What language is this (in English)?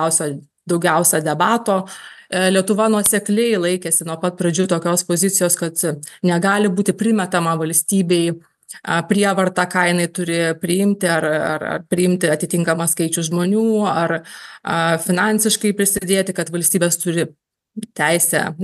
Lithuanian